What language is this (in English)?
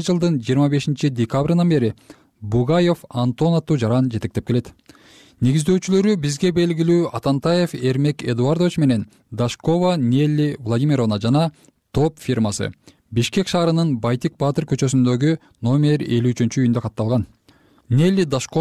Kyrgyz